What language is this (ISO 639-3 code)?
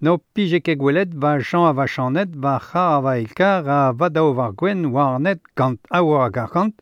bre